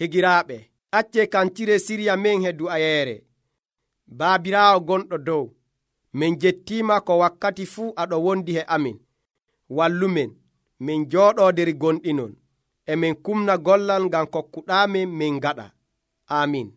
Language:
Nigerian Fulfulde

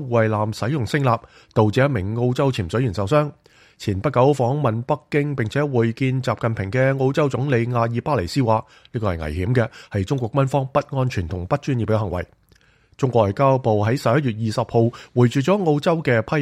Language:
Cantonese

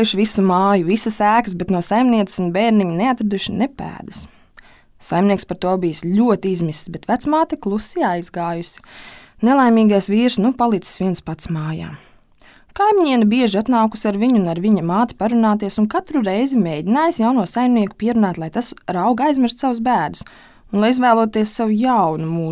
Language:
Latvian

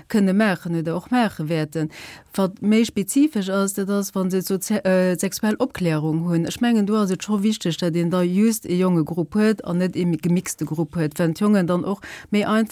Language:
Luxembourgish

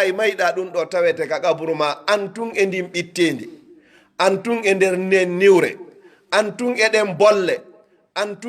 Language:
Pular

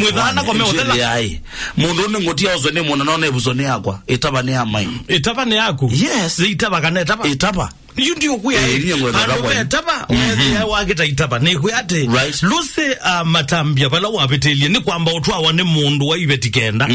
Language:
Kamba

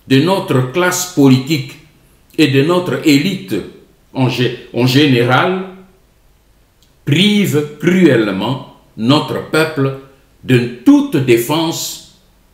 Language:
French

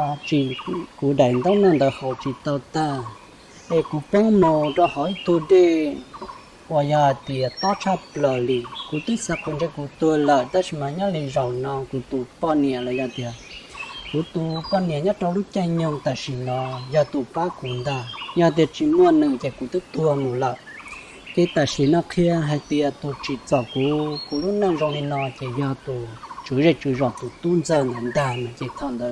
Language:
Hmong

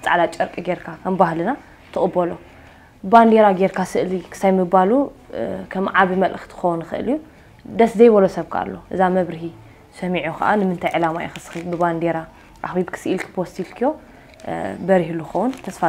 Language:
Tigrinya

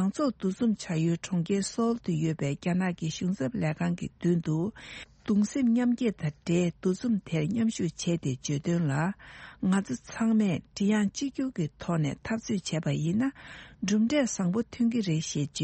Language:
Tibetan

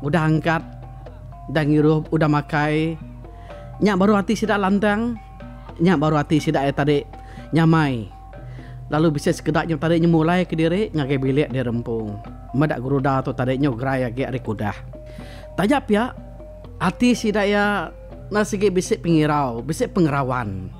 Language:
Iban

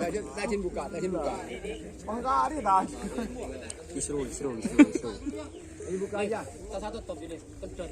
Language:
Madurese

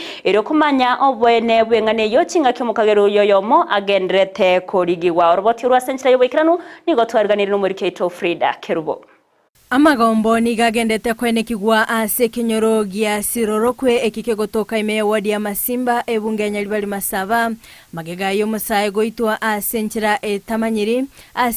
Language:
Gusii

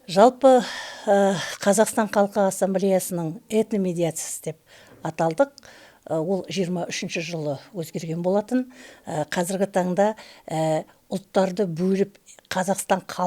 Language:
Kazakh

